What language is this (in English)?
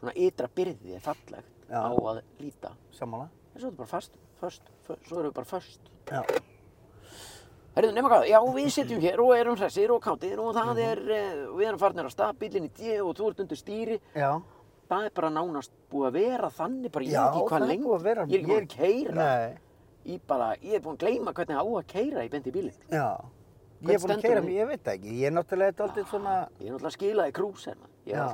Icelandic